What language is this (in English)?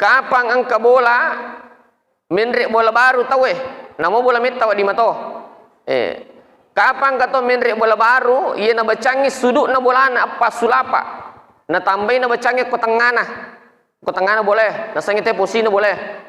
Buginese